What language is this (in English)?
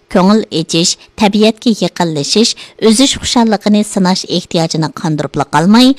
Uyghur